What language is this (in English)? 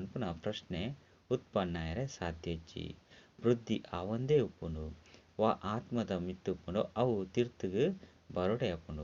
Tulu